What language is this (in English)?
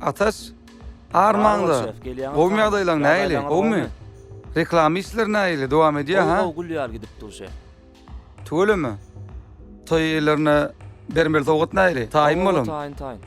Turkmen